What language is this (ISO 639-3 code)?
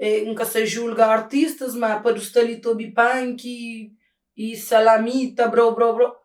kea